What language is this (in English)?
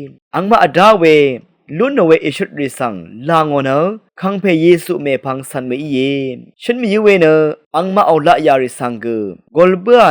Rawang